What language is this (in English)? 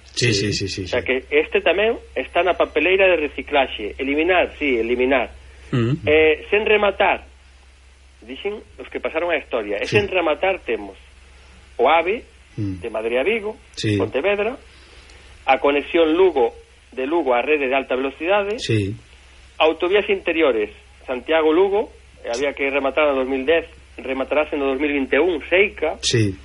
Galician